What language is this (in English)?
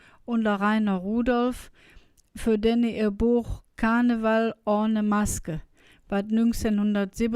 Colognian